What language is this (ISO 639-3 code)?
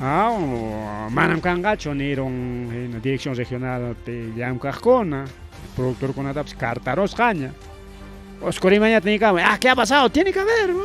quy